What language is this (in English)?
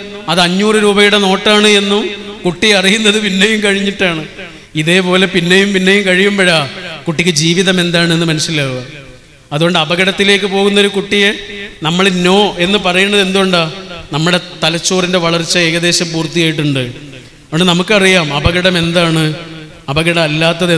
Malayalam